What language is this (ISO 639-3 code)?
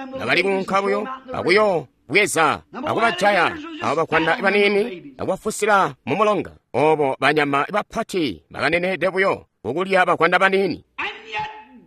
toi